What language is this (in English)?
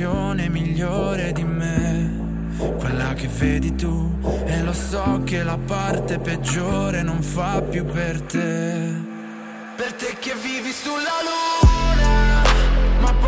Italian